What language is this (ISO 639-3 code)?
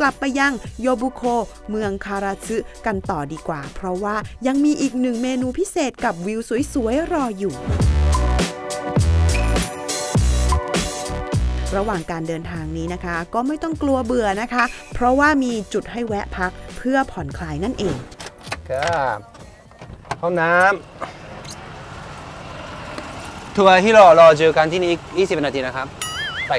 tha